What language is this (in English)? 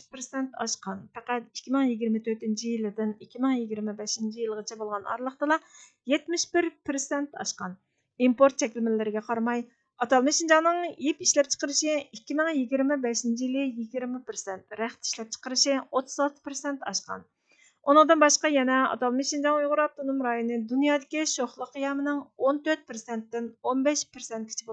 Uyghur